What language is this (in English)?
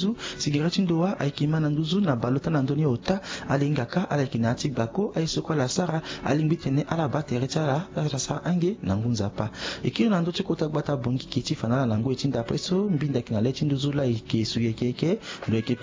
Sango